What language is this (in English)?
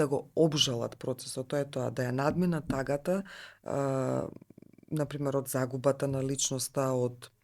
Macedonian